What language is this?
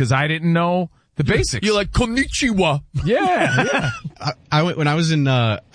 English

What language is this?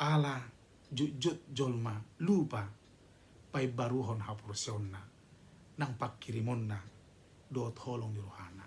Batak Toba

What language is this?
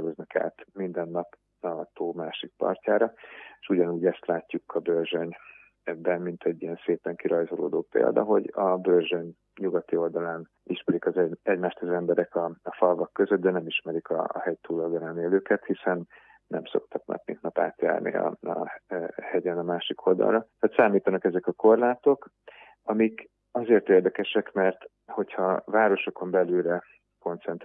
Hungarian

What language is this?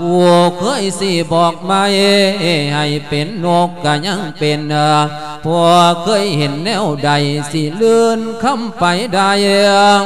Lao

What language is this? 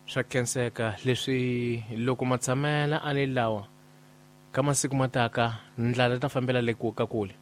Tsonga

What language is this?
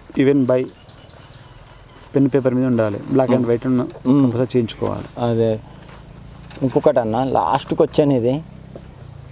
Telugu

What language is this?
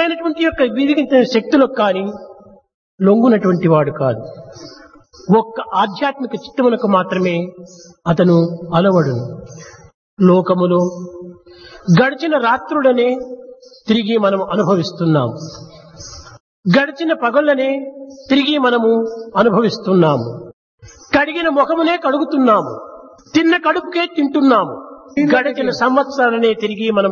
Telugu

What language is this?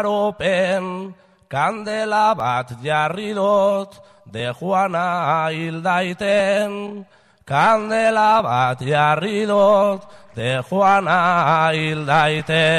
Basque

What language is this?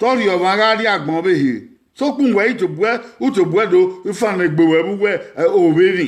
Bini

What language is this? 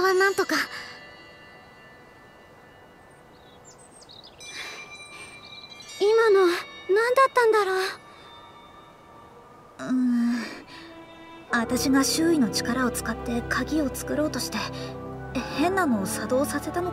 Japanese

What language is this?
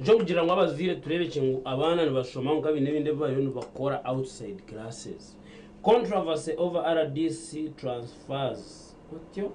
Nyankole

